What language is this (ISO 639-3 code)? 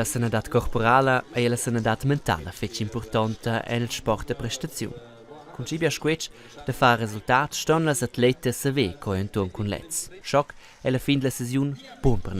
roh